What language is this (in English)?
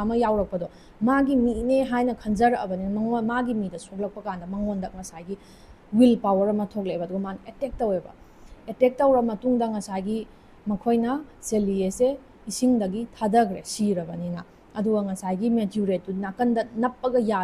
Manipuri